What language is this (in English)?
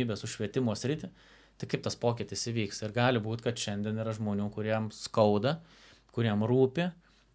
Lithuanian